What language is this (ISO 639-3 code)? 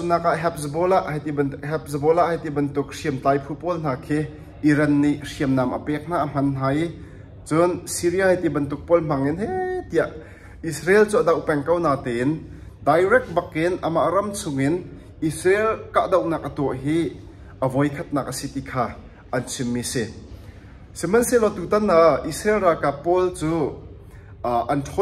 cnh